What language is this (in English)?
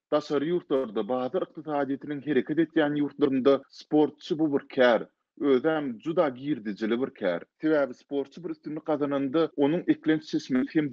Turkmen